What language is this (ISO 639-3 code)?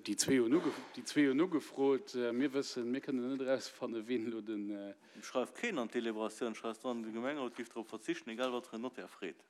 ltz